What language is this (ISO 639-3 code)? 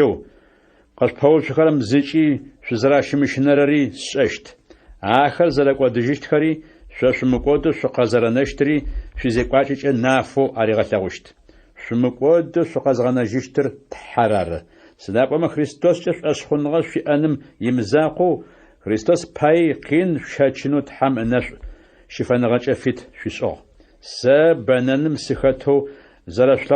ady